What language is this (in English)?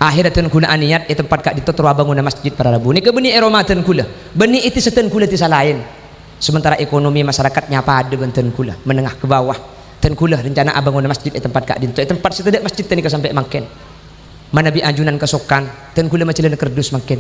Madurese